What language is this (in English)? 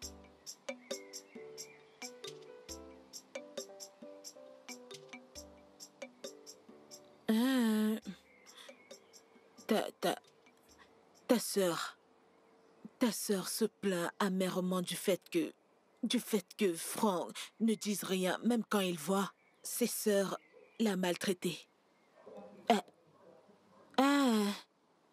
French